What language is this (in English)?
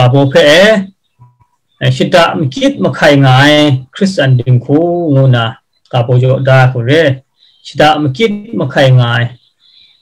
Kachin